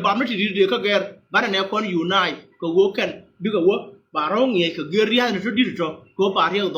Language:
Nuer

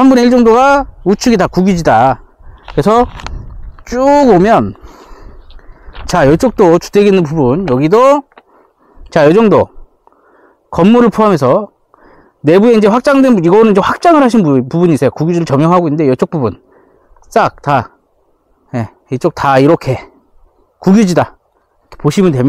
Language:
Korean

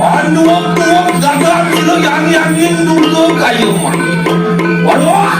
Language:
Balinese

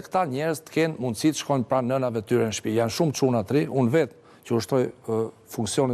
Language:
Albanian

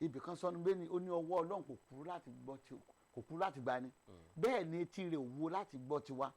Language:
Yoruba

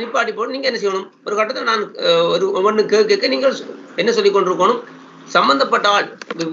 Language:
Tamil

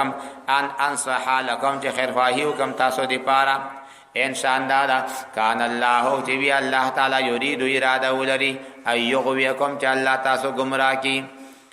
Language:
Pashto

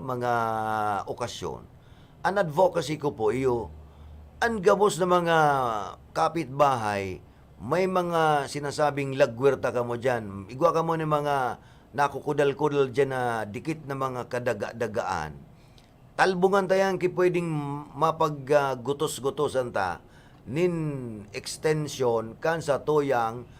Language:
Bikol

